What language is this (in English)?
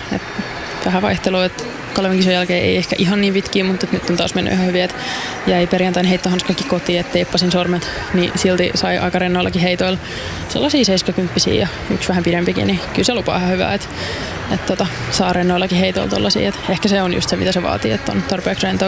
Finnish